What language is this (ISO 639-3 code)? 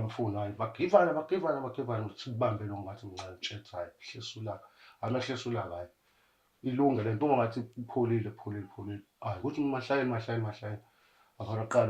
zul